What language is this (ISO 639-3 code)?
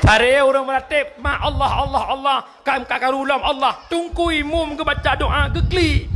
ace